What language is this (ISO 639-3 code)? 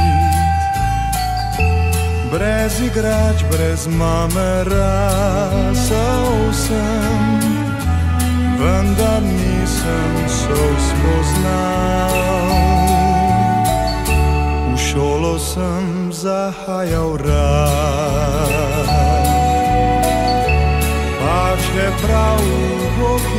slv